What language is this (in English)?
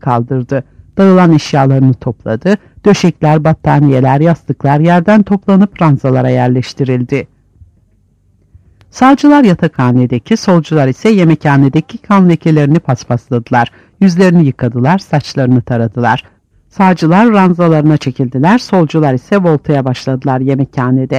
Turkish